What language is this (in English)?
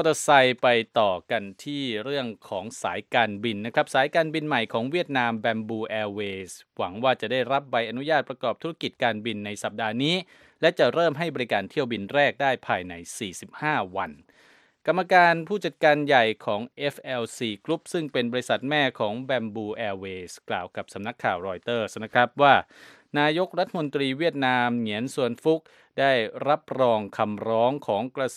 Thai